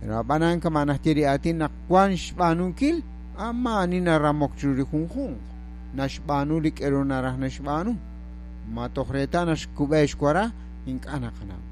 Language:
Kekchí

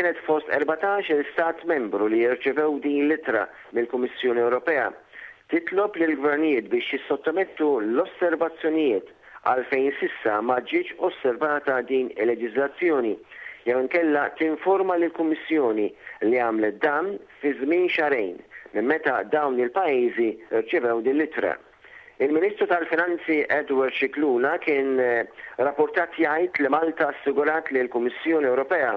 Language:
Maltese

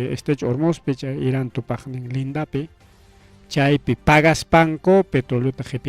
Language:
Ayacucho Quechua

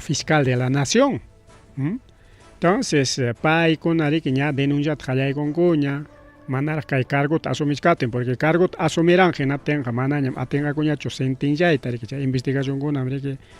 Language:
Ayacucho Quechua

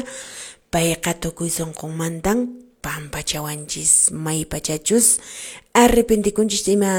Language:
Quechua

